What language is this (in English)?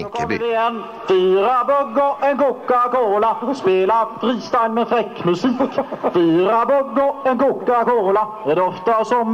Swedish